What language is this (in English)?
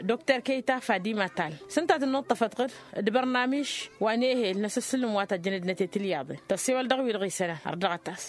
Tamasheq